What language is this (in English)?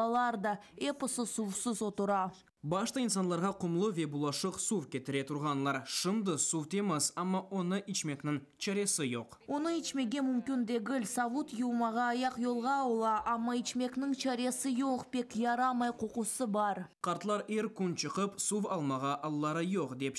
Crimean Tatar